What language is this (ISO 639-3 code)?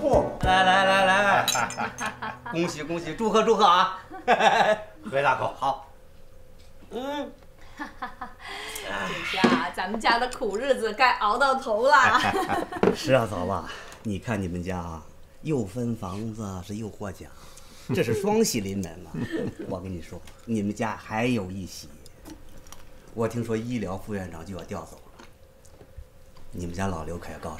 zho